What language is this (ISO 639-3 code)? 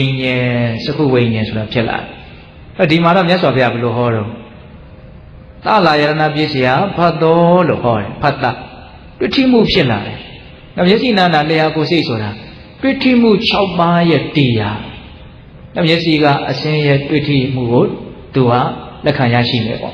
mya